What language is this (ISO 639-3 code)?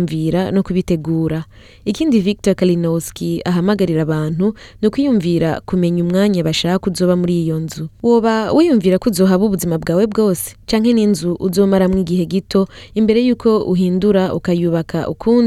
run